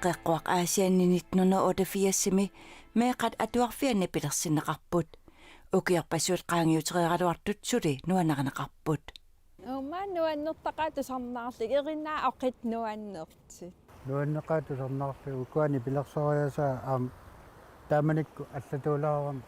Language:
Kalaallisut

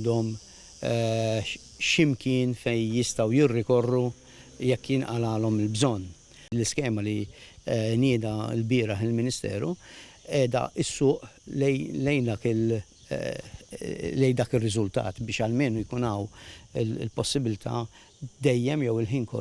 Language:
Maltese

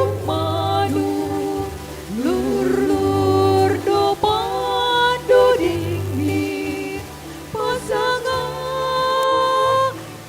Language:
Batak Simalungun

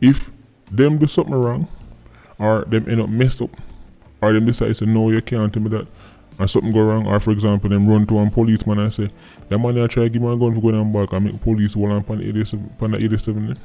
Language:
Jamaican Creole English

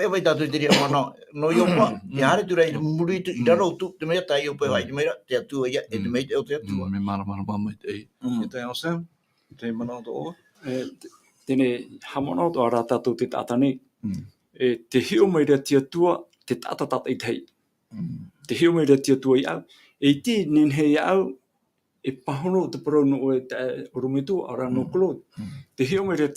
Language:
Tahitian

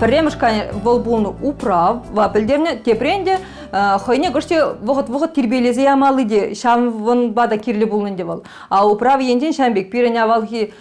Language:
Chuvash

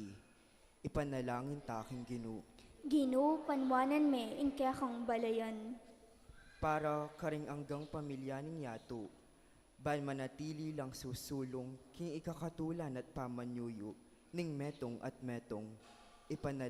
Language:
Pampanga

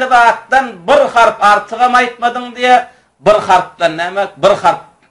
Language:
Turkmen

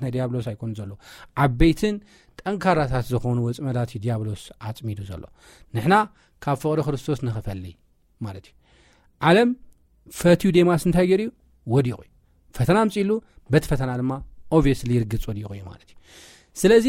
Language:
Tigrinya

